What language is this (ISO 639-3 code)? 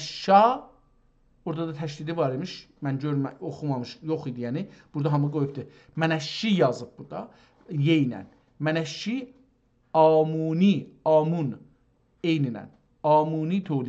azb